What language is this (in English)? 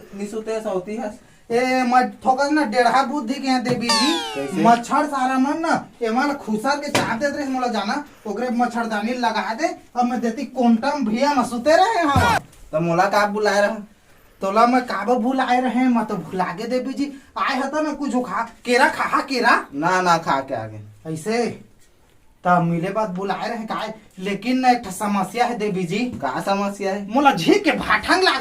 Chhattisgarhi